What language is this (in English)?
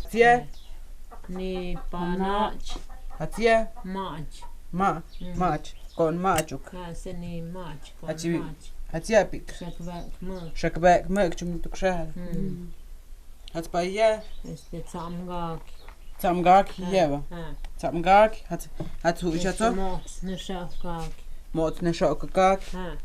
Totontepec Mixe